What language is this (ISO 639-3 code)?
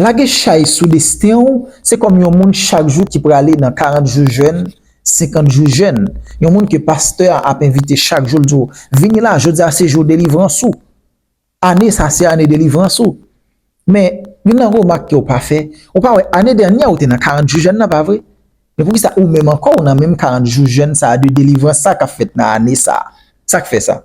hat